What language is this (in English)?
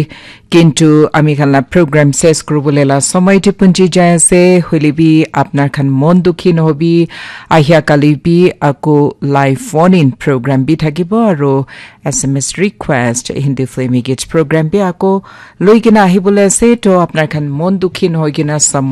Naga Pidgin